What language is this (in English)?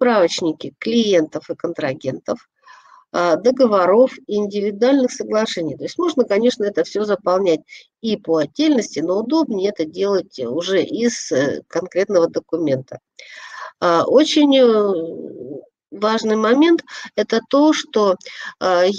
Russian